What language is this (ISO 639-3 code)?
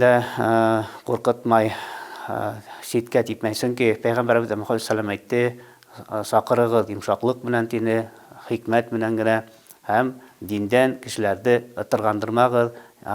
bak